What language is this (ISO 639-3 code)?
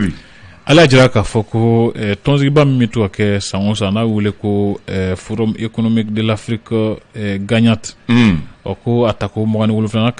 bam